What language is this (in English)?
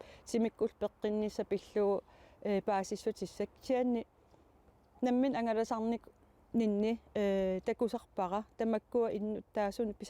Kalaallisut